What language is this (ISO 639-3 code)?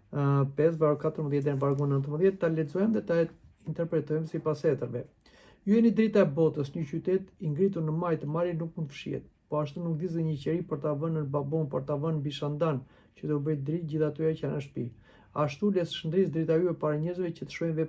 sqi